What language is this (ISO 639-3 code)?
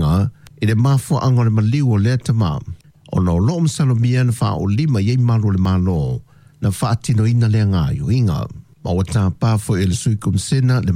smo